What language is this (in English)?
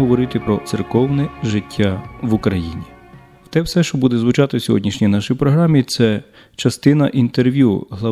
Ukrainian